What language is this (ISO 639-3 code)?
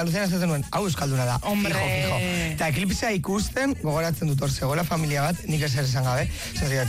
eus